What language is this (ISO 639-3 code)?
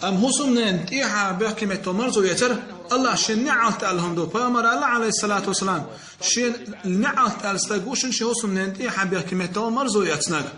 che